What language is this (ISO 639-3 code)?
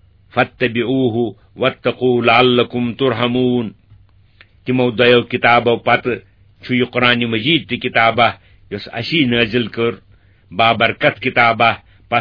kas